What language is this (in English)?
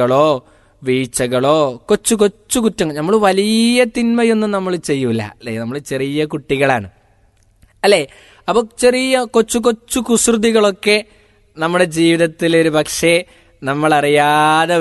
Malayalam